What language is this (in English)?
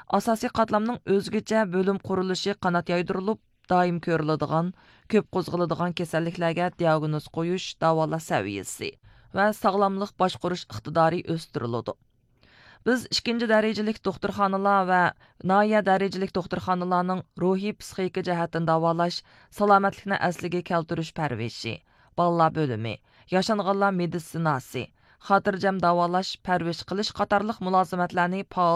Uyghur